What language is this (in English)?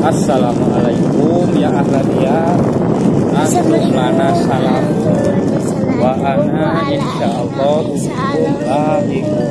Sundanese